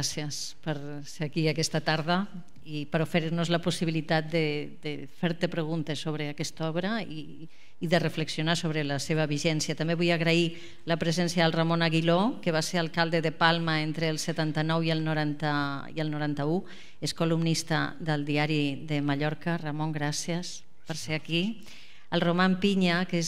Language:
Catalan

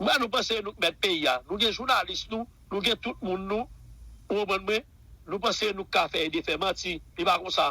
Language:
Haitian Creole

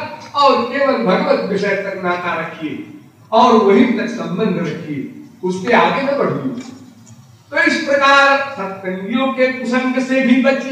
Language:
Hindi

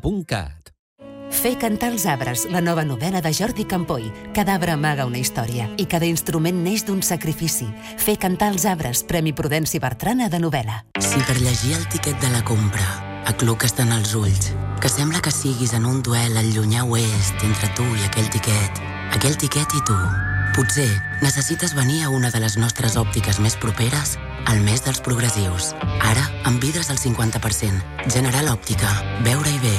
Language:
Catalan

